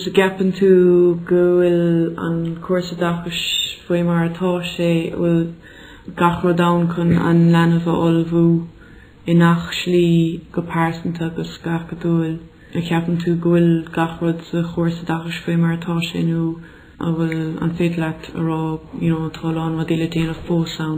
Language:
Irish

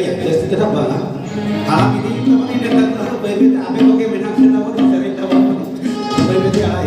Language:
Santali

